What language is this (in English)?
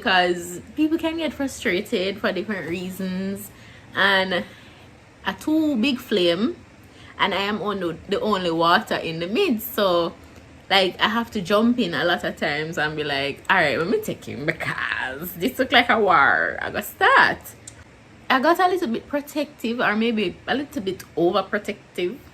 Jamaican Creole English